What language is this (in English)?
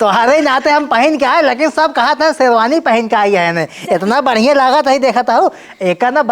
Awadhi